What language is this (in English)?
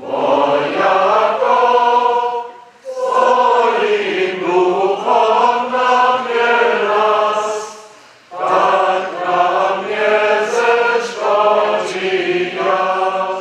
Upper Sorbian